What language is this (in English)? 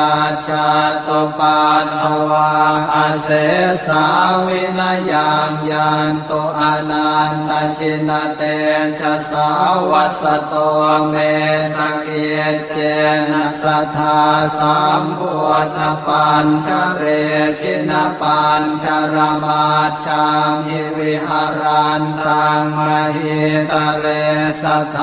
Pali